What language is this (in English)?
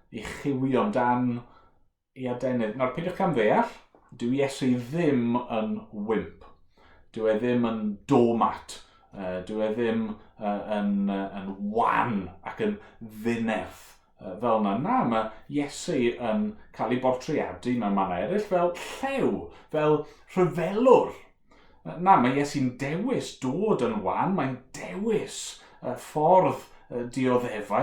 Welsh